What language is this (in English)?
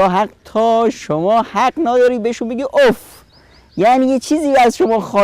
Persian